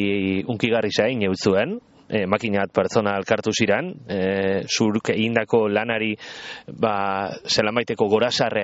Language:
Basque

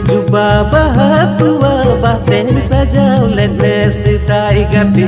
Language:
Santali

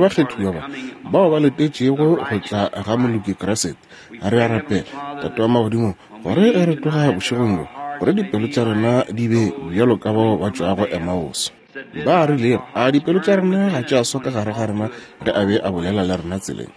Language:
Northern Sotho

